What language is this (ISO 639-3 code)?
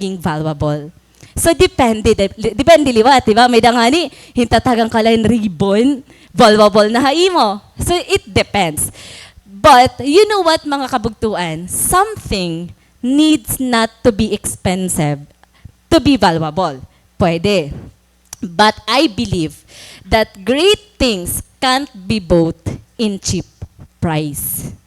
war